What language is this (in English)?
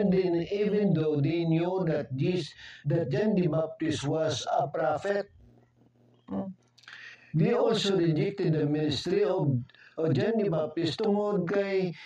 Hiligaynon